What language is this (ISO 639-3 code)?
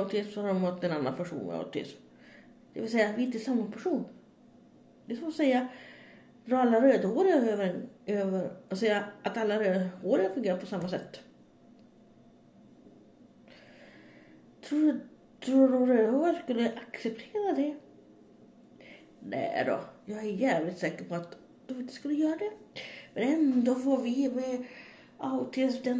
swe